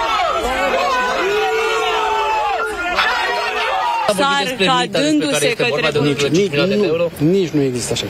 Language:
Romanian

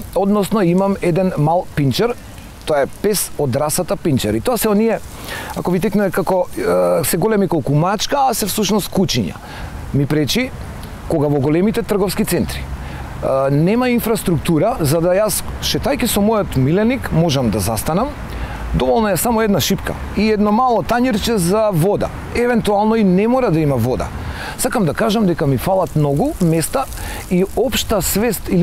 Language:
Macedonian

